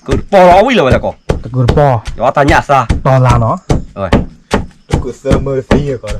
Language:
S'gaw Karen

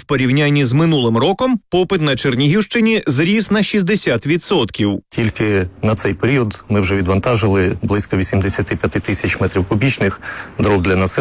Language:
Ukrainian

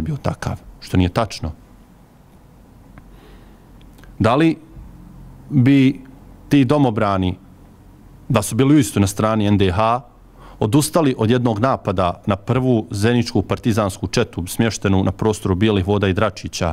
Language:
Bosnian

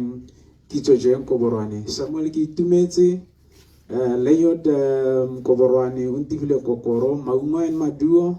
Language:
Tswana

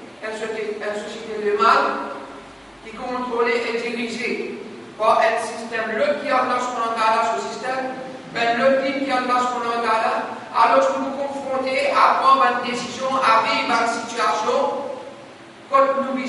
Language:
Morisyen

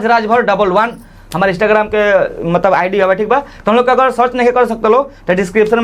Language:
Bhojpuri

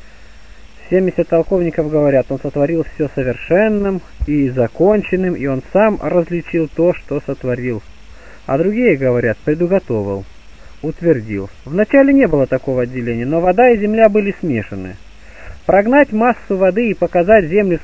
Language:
Russian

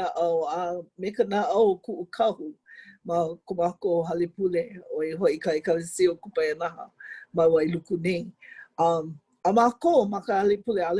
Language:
Hawaiian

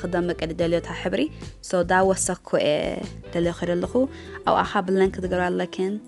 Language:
Tigrinya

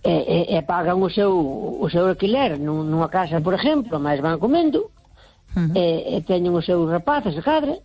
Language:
Galician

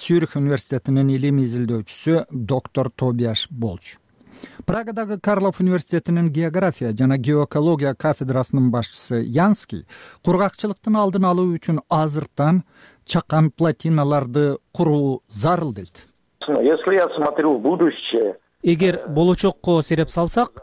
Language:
Kyrgyz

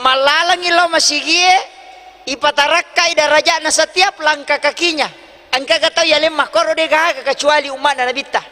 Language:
Buginese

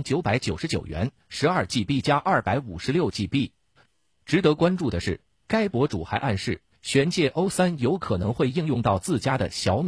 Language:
Chinese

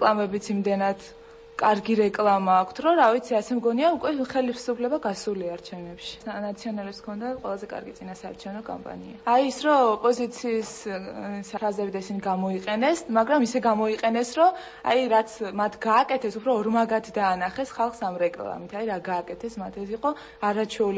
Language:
Georgian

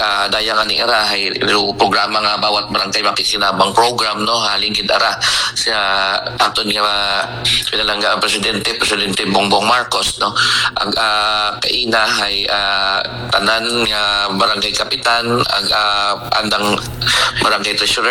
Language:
Aklanon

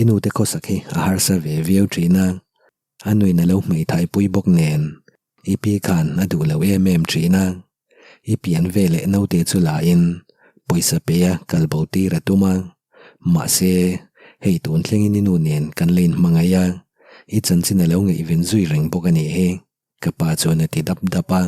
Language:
Mizo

